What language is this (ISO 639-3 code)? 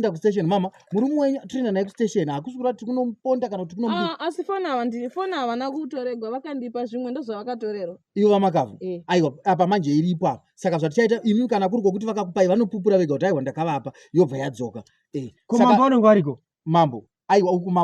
sna